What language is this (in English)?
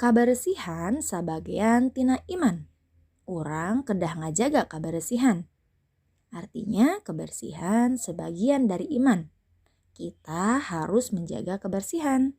Sundanese